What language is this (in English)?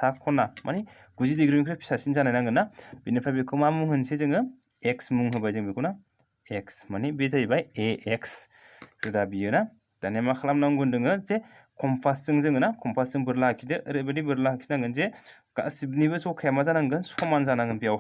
Bodo